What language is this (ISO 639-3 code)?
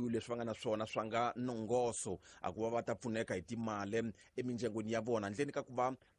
tso